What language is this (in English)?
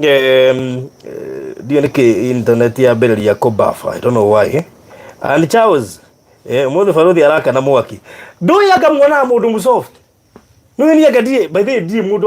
Kikuyu